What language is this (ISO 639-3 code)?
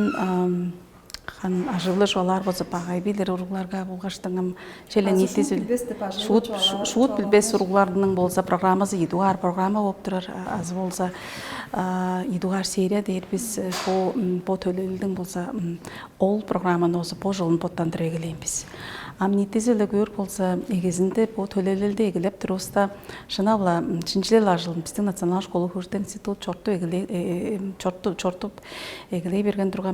tyv